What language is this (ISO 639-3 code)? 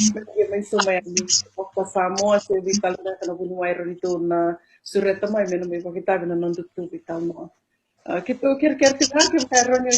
fij